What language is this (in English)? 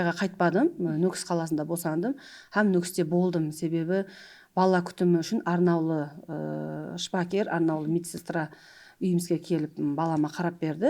Kara-Kalpak